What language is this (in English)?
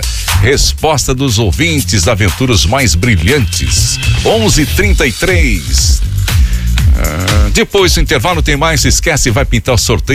Portuguese